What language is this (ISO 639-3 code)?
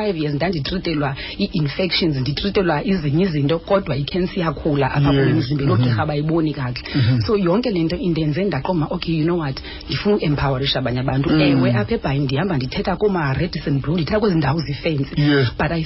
xho